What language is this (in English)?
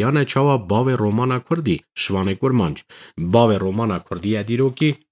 Kurdish